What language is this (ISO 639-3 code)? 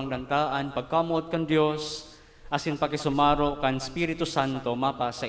bik